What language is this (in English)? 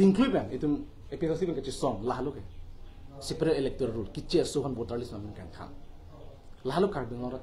Karbi